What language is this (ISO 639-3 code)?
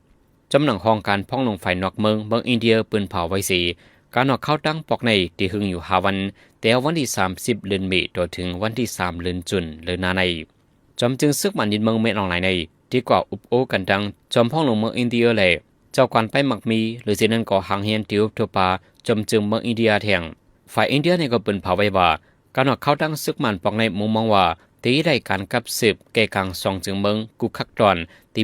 shn